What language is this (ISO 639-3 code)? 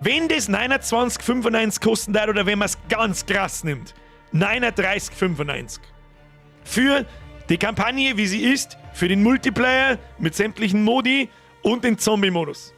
bar